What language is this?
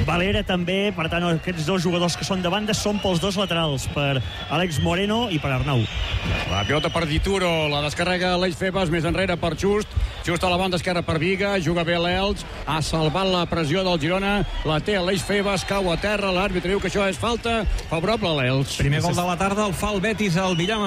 Catalan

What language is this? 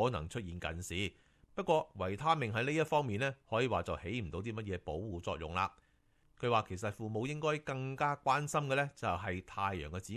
Cantonese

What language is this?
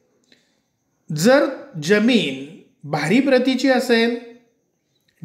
Marathi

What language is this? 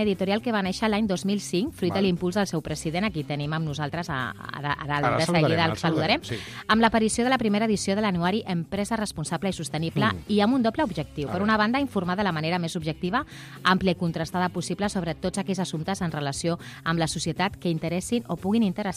Catalan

